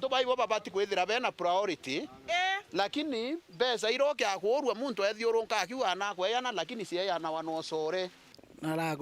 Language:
Meru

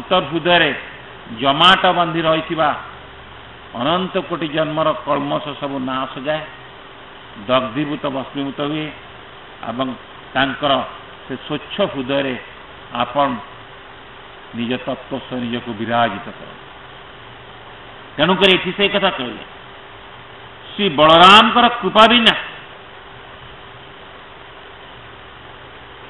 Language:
Odia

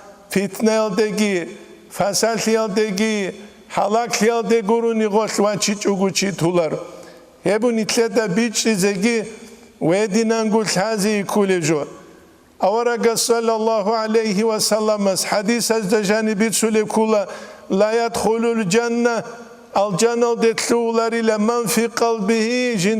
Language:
Avaric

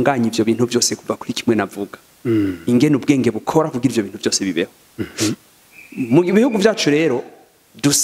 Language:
Rundi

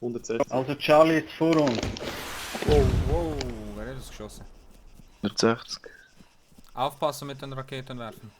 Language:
Swiss German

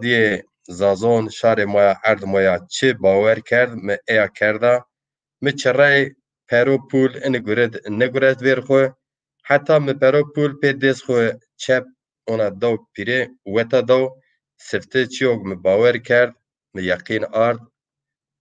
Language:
Zaza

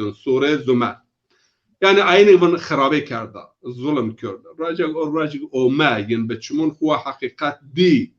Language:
Zaza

